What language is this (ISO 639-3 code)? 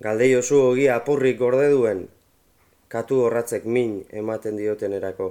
eus